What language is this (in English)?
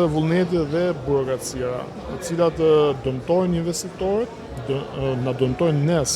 Albanian